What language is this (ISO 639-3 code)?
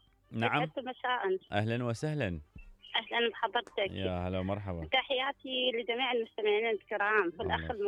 acm